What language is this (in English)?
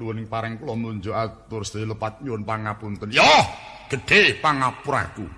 Javanese